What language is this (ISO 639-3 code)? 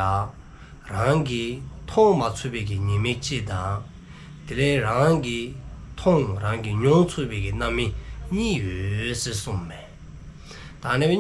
dzo